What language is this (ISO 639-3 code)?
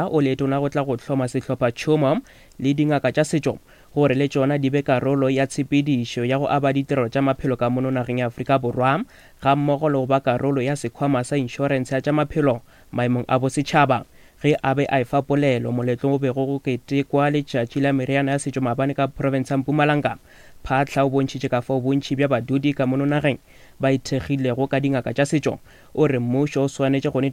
nso